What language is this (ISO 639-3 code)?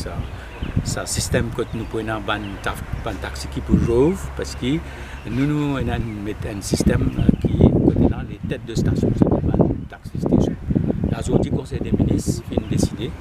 mfe